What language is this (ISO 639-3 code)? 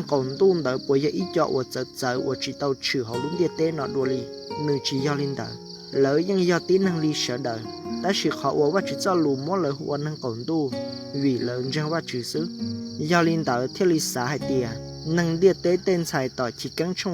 hmn